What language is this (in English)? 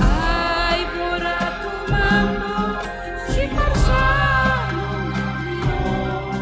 Batak Simalungun